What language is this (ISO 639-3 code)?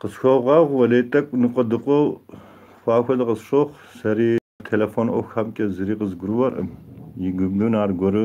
kbd